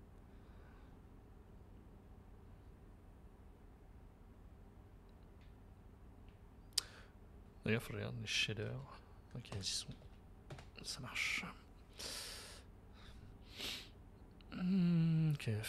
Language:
French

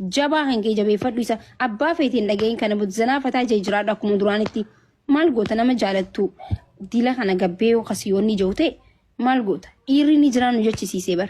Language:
Oromo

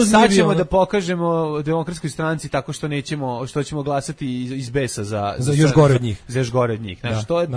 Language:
Serbian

